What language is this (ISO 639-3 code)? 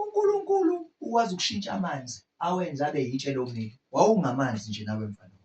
zul